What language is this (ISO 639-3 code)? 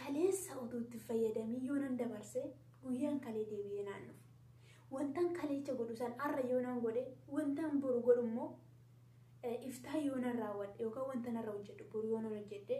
orm